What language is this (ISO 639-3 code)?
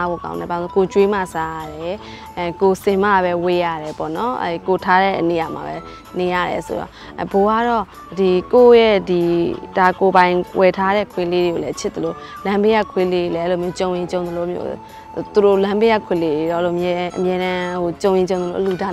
mya